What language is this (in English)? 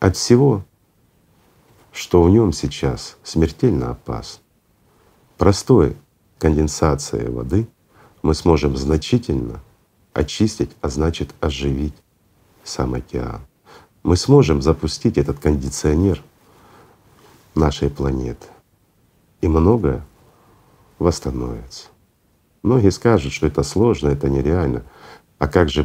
Russian